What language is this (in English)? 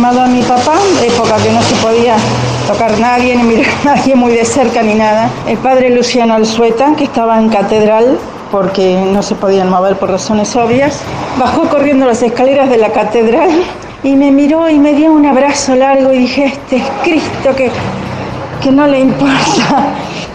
Spanish